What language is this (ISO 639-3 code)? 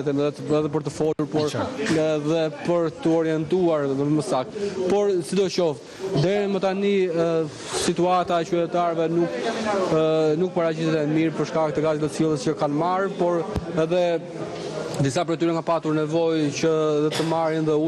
sqi